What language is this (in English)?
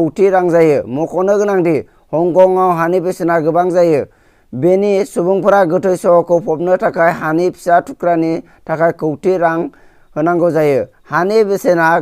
Bodo